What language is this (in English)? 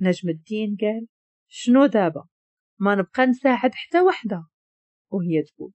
Moroccan Arabic